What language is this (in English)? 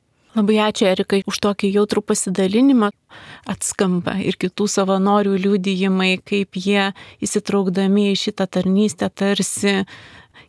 Lithuanian